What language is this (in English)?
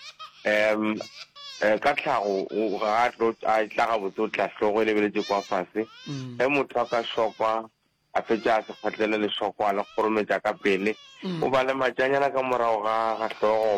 Northern Sotho